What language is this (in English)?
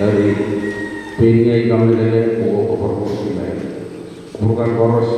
Pohnpeian